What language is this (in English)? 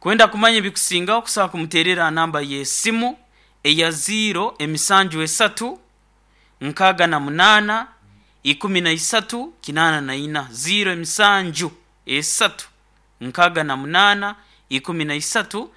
Nyoro